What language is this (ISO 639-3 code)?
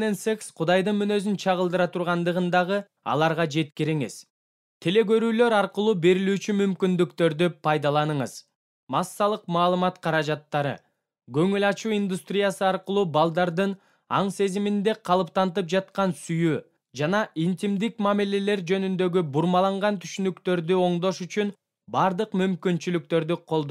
kir